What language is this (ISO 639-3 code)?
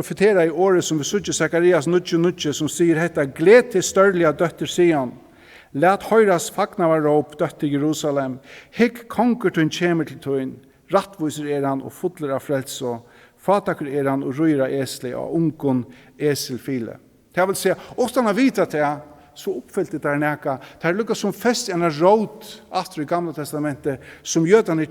fao